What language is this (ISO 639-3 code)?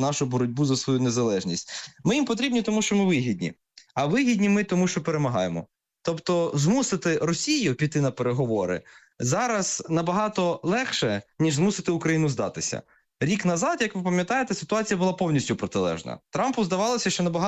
ukr